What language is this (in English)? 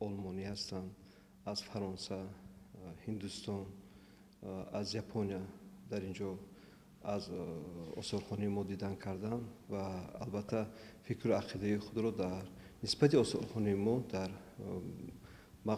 Tajik